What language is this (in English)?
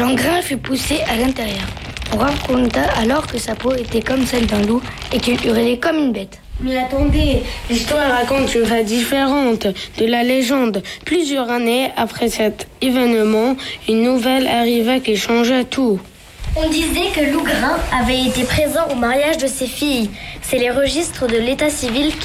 French